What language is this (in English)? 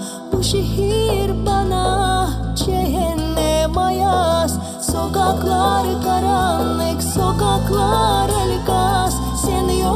Gagauz